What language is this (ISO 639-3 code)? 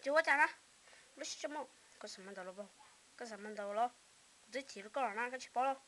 hmn